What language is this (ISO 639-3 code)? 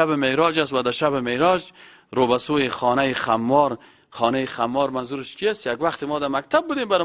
fas